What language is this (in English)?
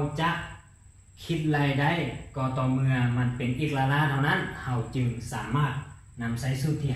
Lao